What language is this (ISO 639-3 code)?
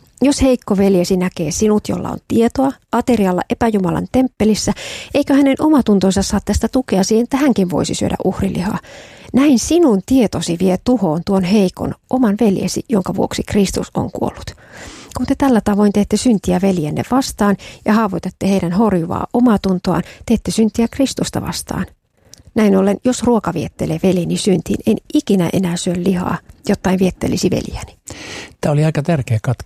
fin